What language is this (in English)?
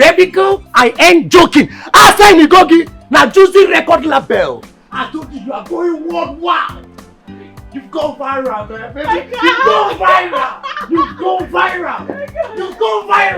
Nigerian Pidgin